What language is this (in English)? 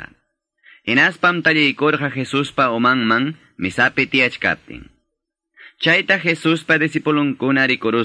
Quechua